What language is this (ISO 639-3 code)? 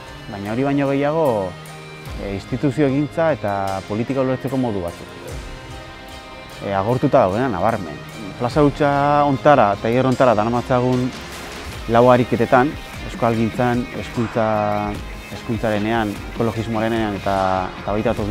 eus